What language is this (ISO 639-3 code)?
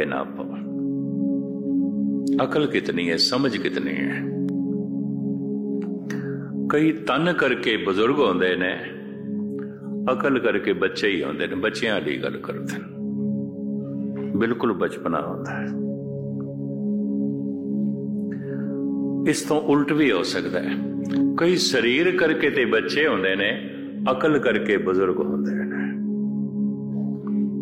pan